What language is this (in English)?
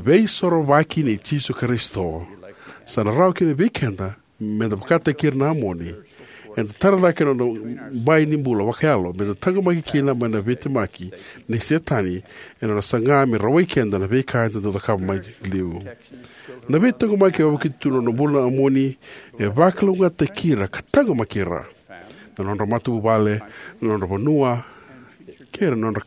Fijian